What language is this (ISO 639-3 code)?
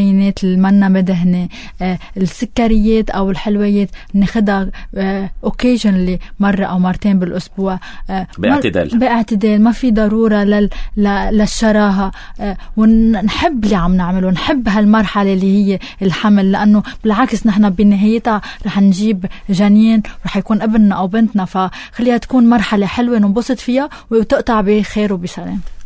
apc